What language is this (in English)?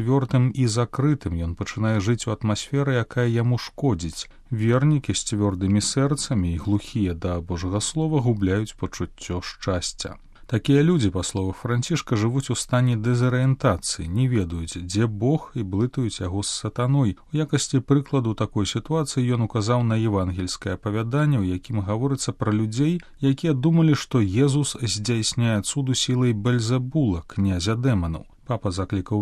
Belarusian